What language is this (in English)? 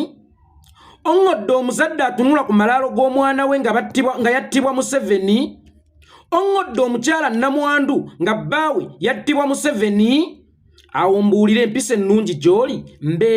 Ganda